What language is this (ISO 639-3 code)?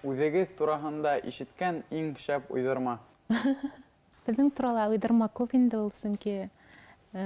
bak